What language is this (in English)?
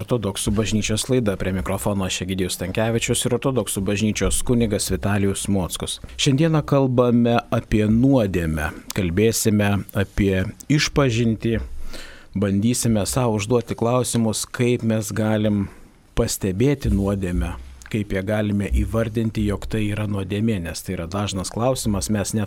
Lithuanian